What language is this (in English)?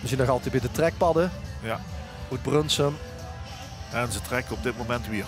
Limburgish